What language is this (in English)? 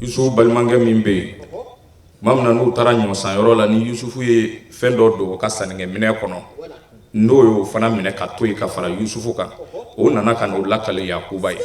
Bambara